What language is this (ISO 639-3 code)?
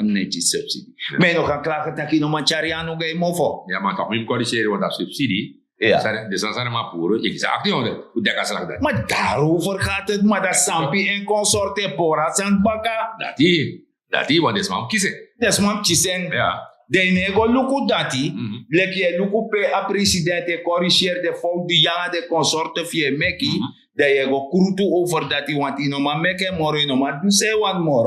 srn